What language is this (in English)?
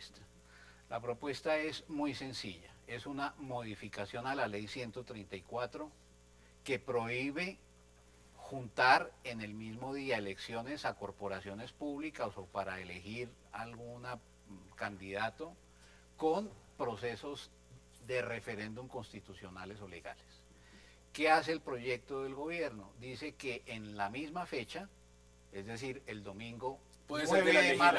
Spanish